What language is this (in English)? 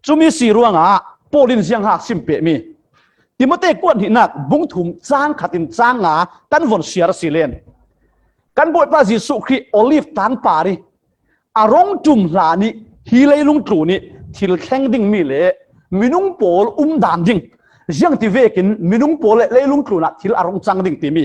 Falam Chin